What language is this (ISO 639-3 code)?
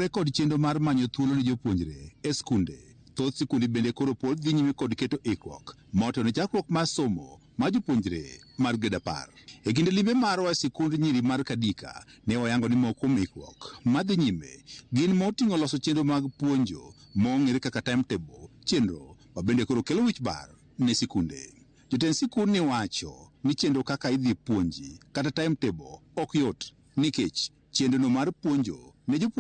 luo